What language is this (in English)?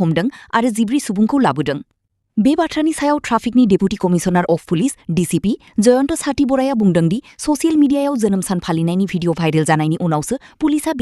Bodo